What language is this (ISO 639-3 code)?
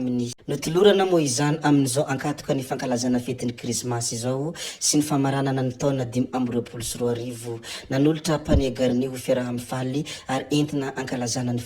mlg